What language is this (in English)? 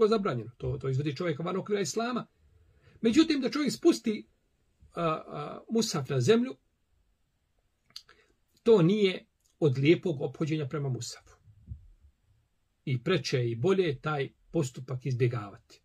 Bosnian